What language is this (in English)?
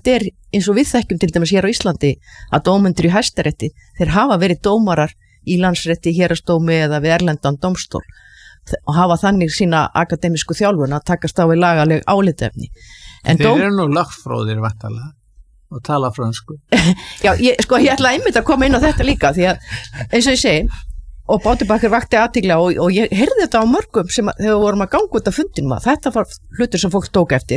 Icelandic